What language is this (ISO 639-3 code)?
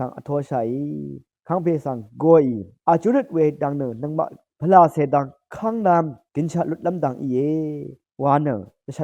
raw